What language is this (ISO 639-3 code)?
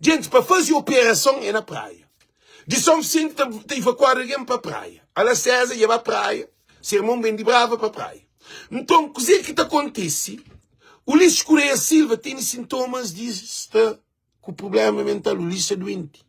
kea